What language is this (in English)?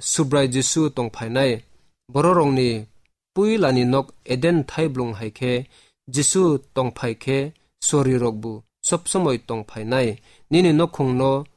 Kok Borok